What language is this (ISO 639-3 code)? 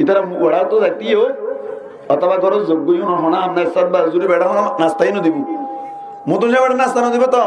rhg